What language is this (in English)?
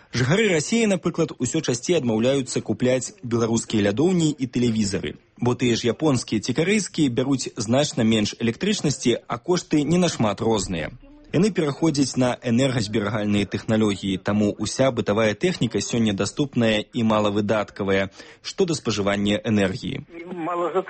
Belarusian